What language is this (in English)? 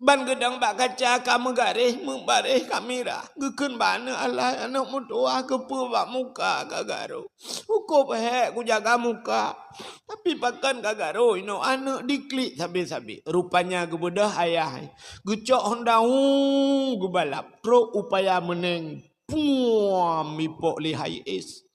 Achinese